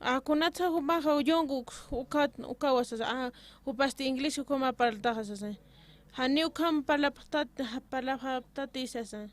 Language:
Aymara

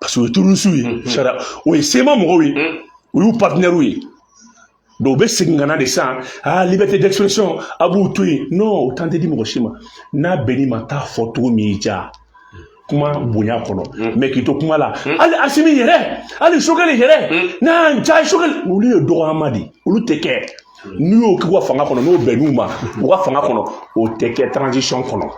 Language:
Bambara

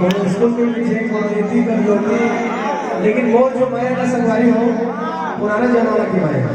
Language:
Chhattisgarhi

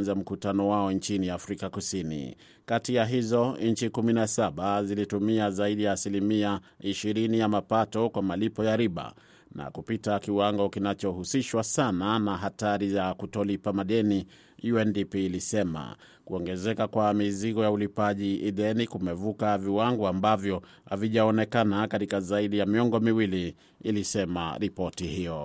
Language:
Swahili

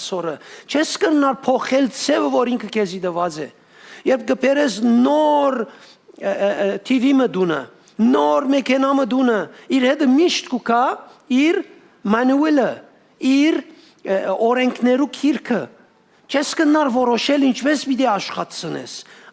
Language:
Western Armenian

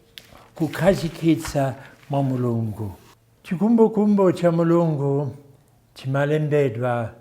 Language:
Nyanja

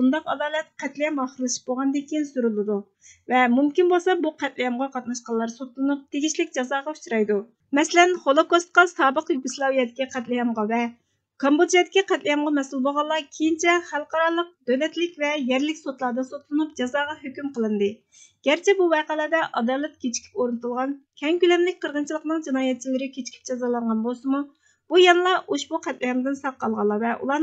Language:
Uyghur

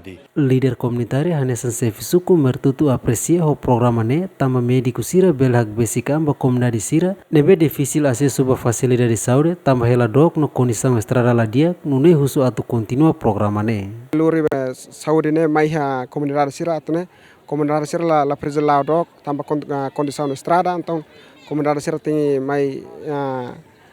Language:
Tetum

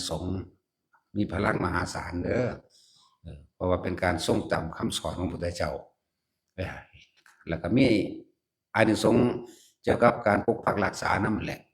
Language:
Northeastern Thai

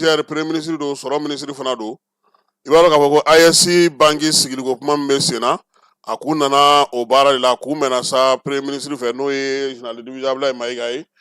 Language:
Bambara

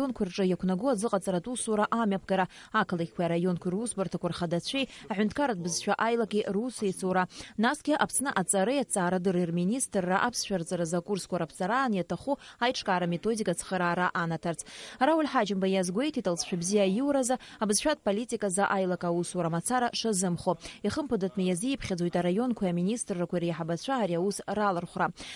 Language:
Abkhazian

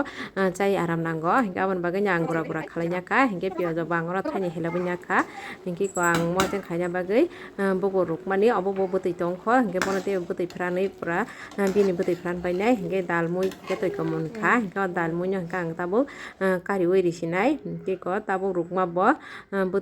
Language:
Kok Borok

